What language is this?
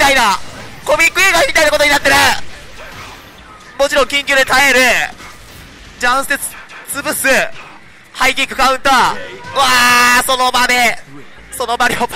Japanese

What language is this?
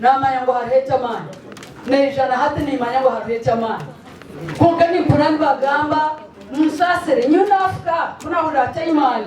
Nyankole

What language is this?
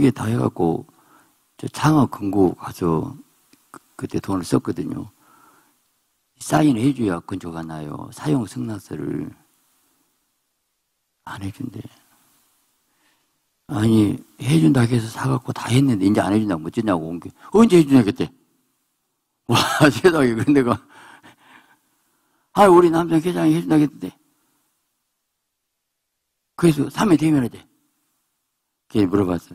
Korean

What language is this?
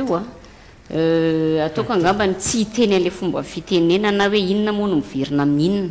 Malagasy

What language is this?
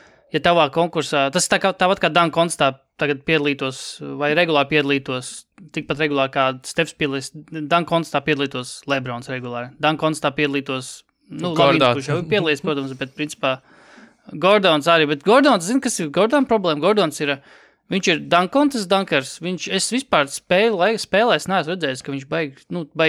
Latvian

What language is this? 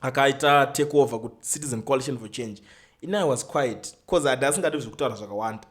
Shona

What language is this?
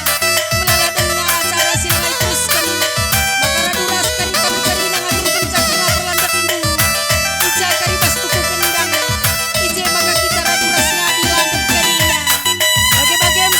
Batak Karo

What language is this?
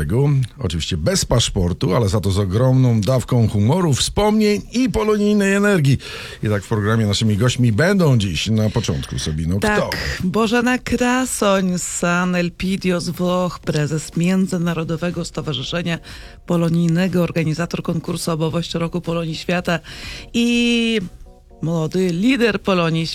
Polish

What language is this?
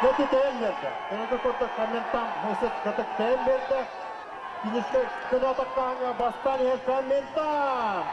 Yakut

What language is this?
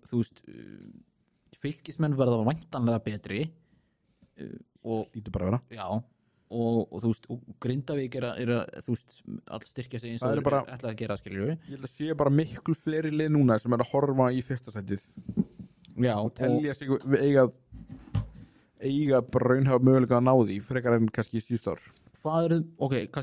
Icelandic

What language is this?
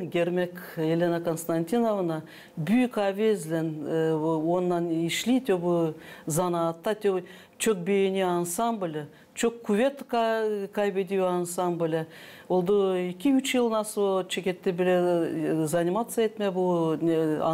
Gagauz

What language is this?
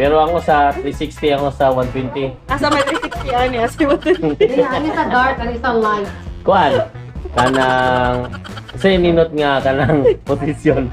Cebuano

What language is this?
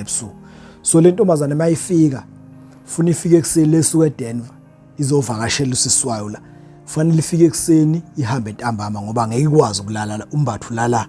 Zulu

